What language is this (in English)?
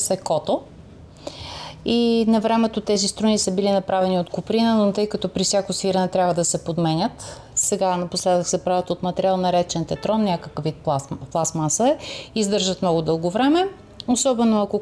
Bulgarian